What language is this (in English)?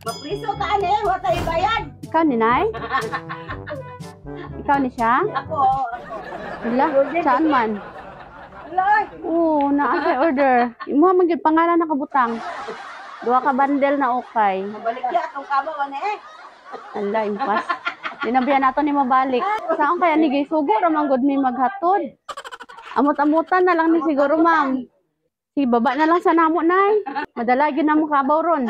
Cebuano